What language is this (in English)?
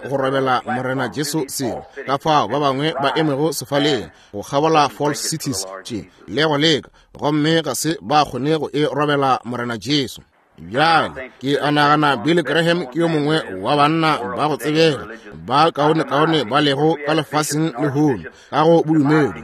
Northern Sotho